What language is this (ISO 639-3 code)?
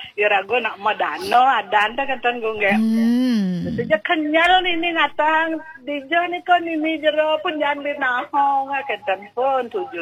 ban